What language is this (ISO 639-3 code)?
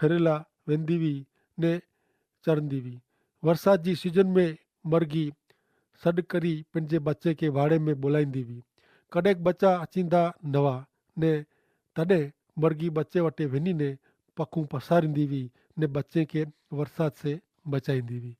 kfr